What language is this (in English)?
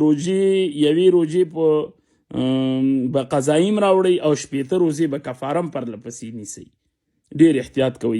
Pashto